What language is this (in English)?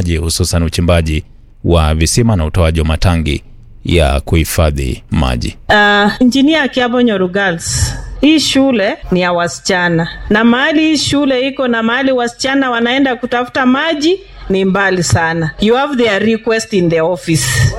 Swahili